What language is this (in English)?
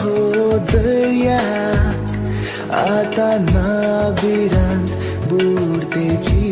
Konkani